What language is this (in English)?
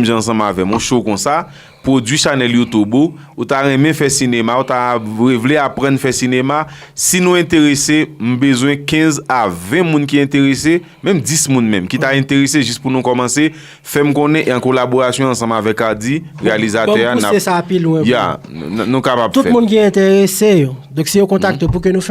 Haitian Creole